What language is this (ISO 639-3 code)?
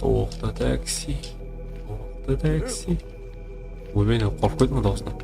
kaa